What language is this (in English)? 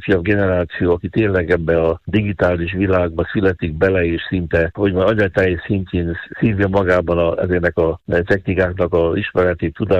Hungarian